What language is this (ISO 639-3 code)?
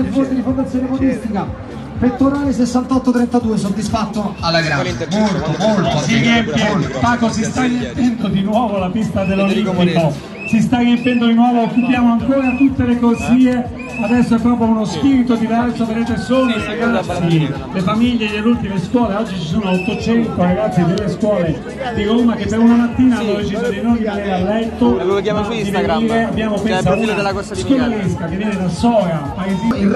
ita